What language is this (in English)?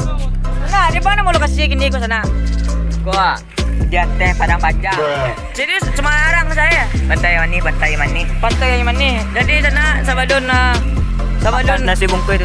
Minangkabau